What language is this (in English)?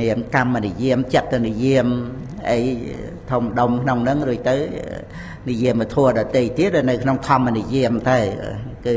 Khmer